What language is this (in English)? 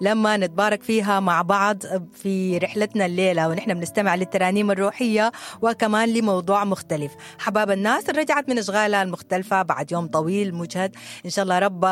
Sudanese Arabic